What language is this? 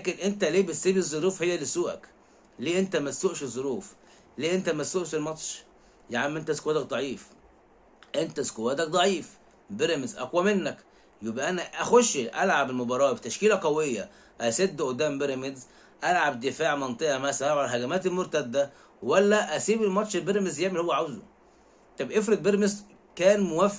Egyptian Arabic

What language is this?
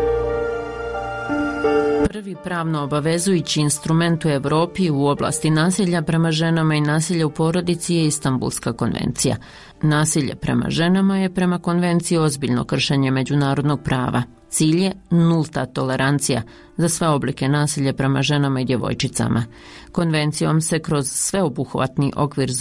Bosnian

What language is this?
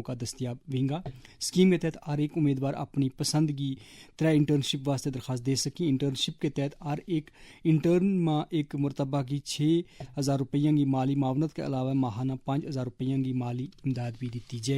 Gujari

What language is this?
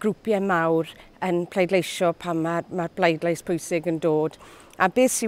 Welsh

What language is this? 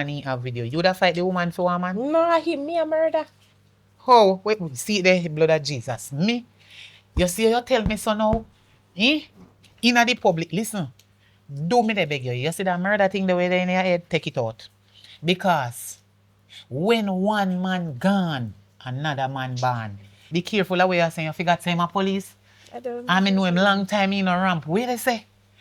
Jamaican Creole English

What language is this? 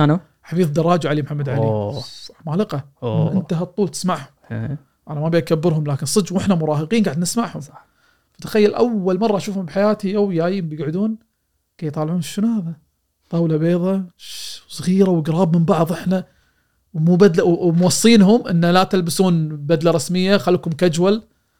Gulf Arabic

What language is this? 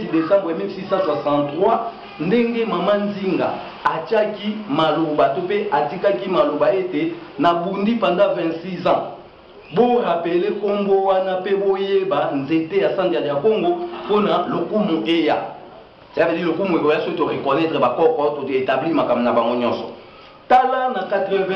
Lingala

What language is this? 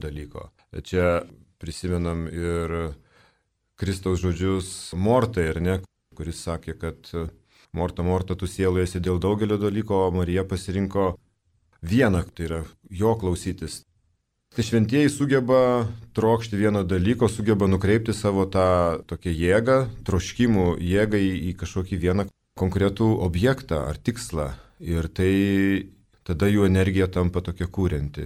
Lithuanian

